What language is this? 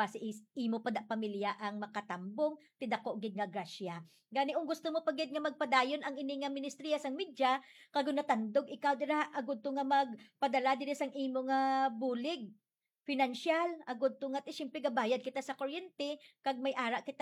Hiligaynon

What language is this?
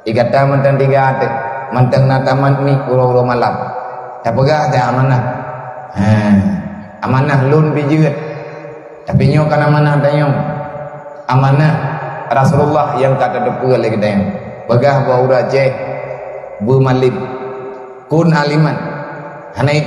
Achinese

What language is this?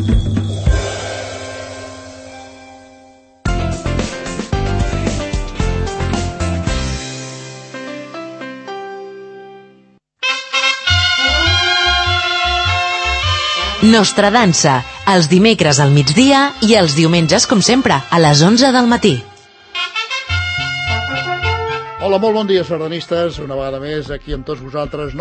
Catalan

